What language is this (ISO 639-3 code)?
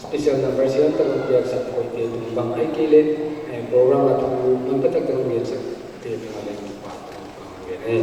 pck